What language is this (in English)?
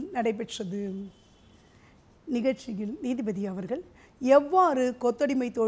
Tamil